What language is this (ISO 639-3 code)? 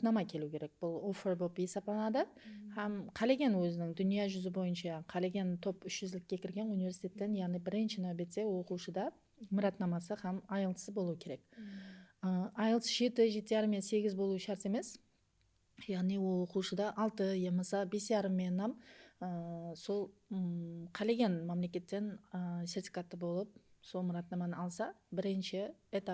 kaa